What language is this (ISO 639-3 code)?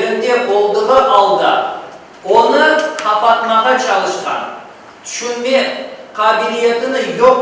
crh